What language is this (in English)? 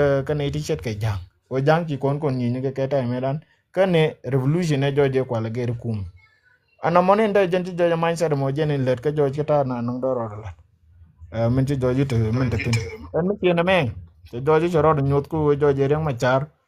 Nuer